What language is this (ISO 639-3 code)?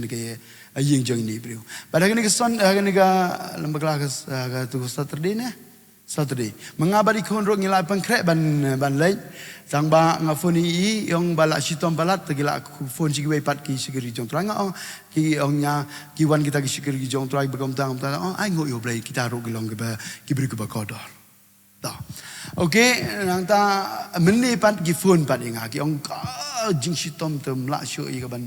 kha